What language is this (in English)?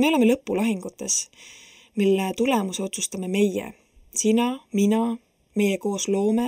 Estonian